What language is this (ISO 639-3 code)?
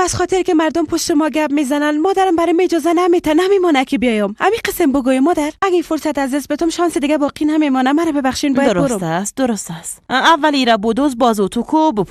fas